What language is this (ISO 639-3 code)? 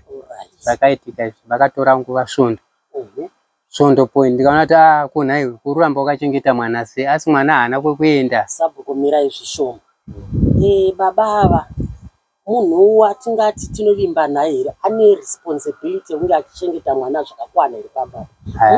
sna